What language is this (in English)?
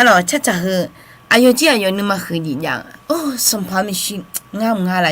Akha